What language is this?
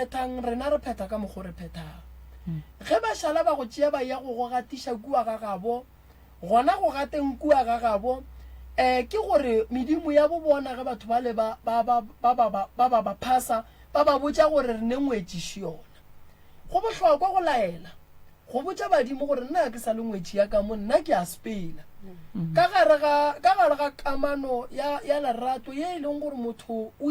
Northern Sotho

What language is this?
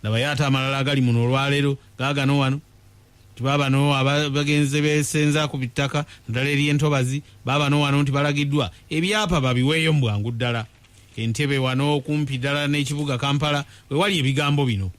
Ganda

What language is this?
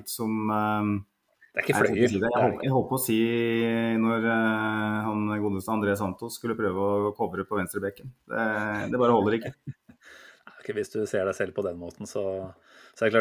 Norwegian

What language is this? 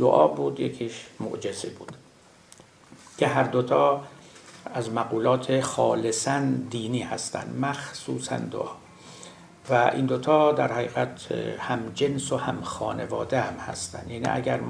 Persian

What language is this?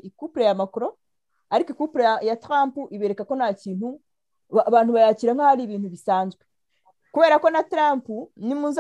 Kinyarwanda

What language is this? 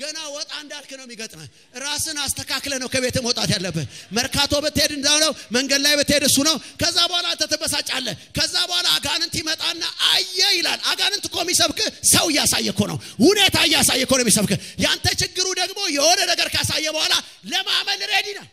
Amharic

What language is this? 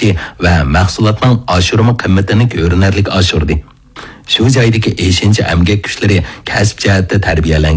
Uyghur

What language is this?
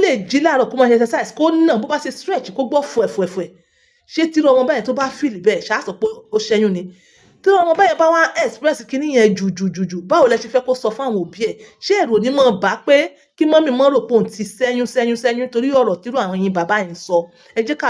Yoruba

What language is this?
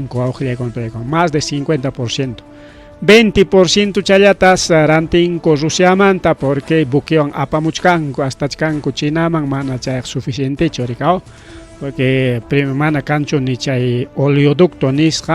Ayacucho Quechua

